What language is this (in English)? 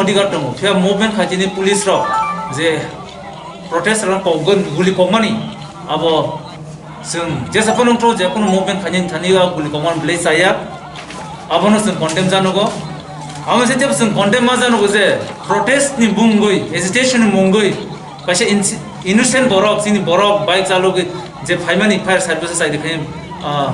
Kok Borok